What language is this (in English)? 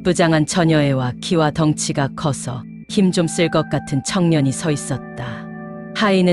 Korean